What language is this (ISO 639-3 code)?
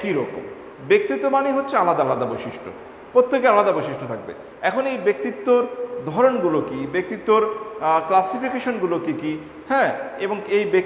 ben